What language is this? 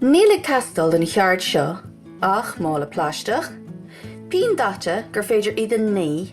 Irish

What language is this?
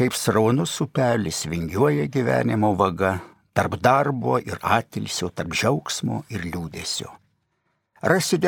Lithuanian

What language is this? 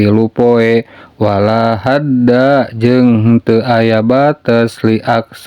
Sundanese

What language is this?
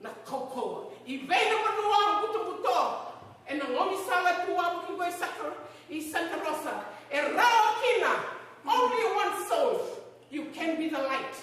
Fijian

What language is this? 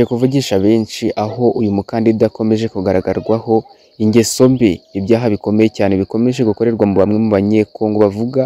Kinyarwanda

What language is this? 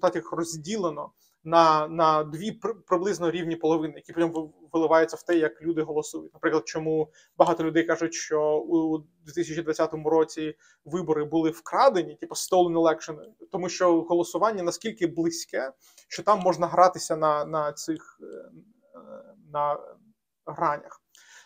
Ukrainian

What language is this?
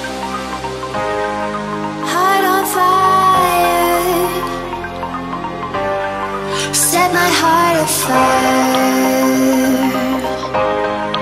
English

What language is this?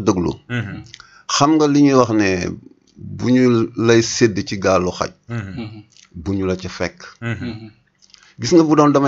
Wolof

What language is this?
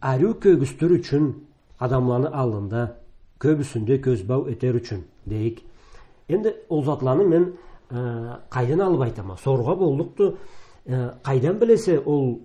Karachay-Balkar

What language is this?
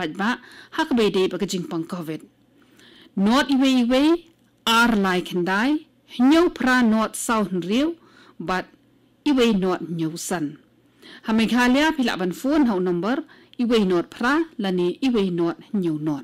Khasi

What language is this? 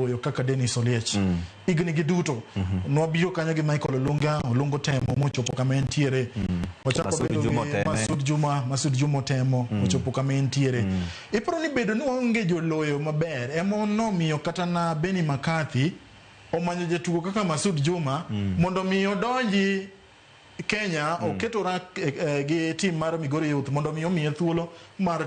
Luo (Kenya and Tanzania)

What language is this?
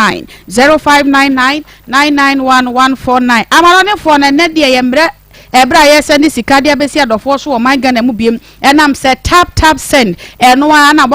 Akan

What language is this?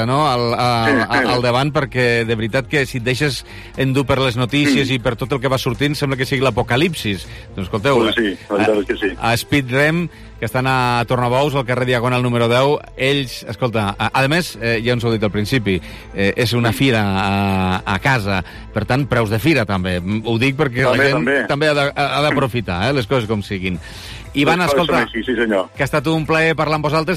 Catalan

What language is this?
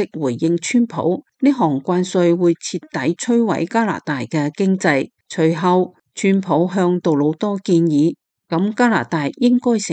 Cantonese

